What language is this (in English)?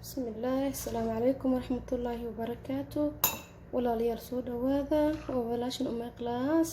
Somali